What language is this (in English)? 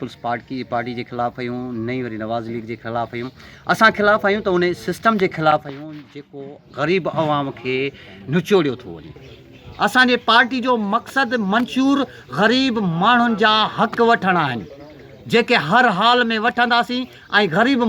Sindhi